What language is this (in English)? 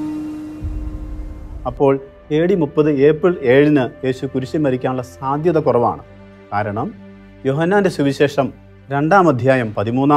Malayalam